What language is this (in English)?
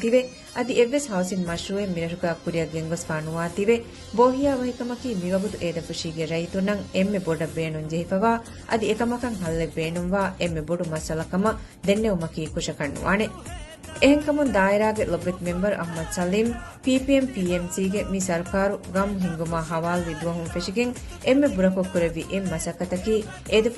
Divehi